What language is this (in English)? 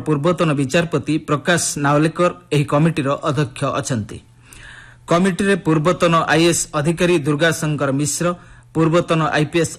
Odia